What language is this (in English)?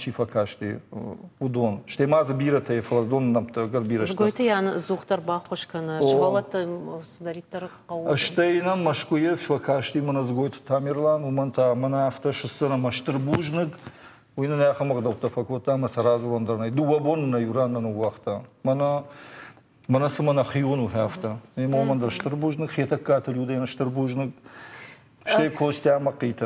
Ossetic